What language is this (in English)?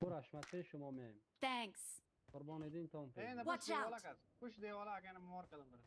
Persian